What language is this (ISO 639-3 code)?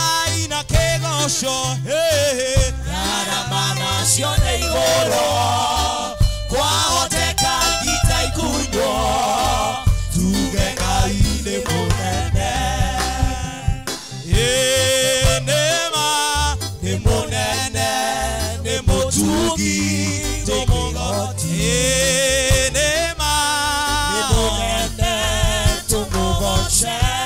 kik